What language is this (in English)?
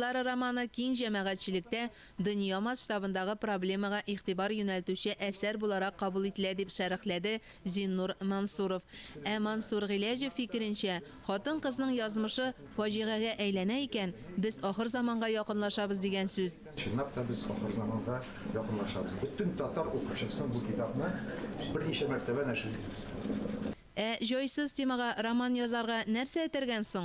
Tatar